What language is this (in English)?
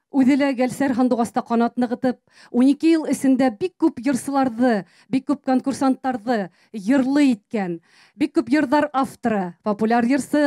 Bashkir